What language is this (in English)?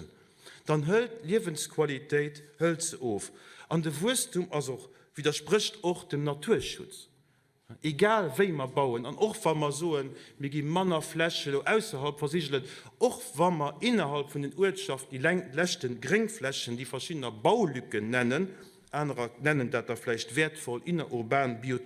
Luxembourgish